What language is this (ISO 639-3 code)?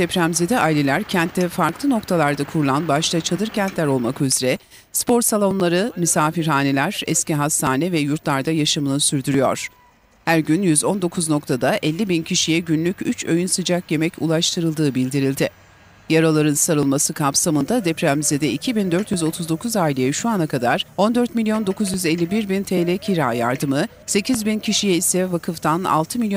tur